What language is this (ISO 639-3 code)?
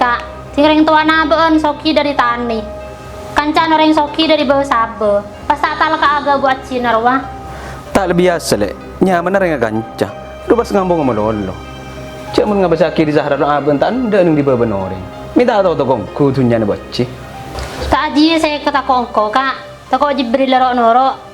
mad